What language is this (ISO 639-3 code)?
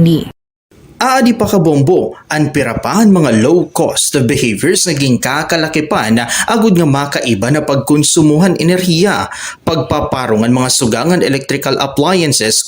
war